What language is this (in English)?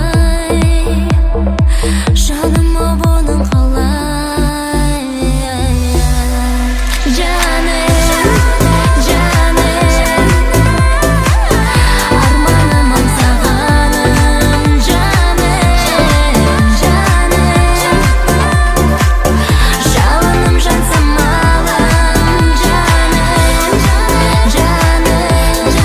Kazakh